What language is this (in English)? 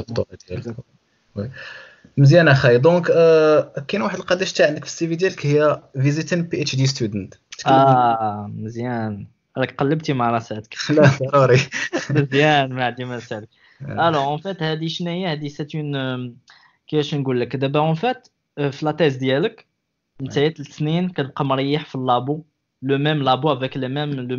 Moroccan Arabic